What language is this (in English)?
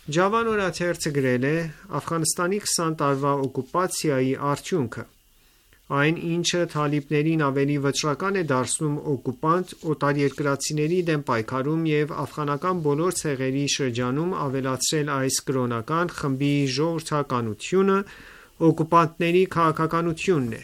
Armenian